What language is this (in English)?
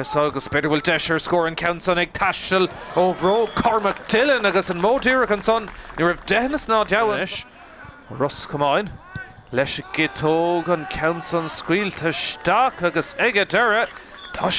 Irish